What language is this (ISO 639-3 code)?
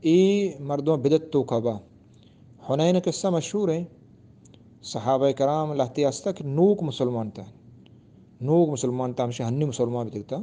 bgp